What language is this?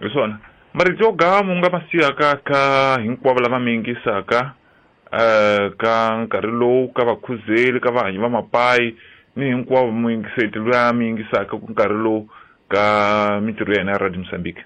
Tsonga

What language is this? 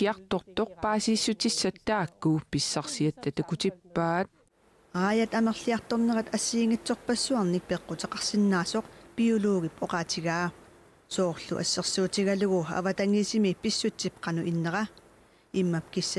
Kalaallisut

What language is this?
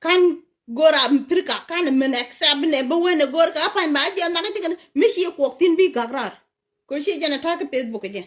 Nuer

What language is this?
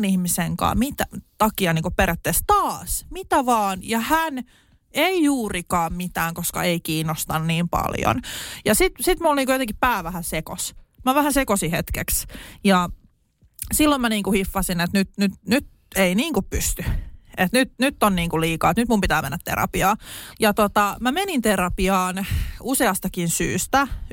Finnish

